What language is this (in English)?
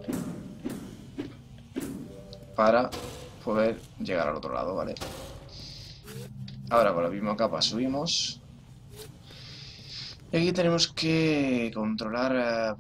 Spanish